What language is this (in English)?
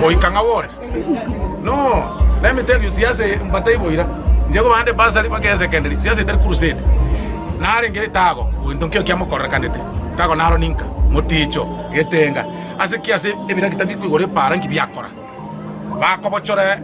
Gusii